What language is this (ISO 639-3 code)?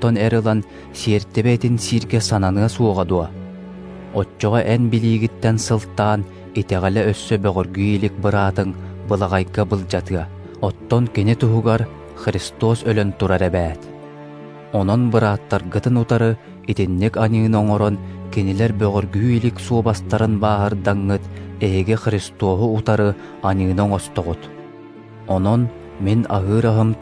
sah